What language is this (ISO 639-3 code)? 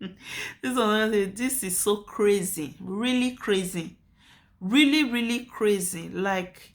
pcm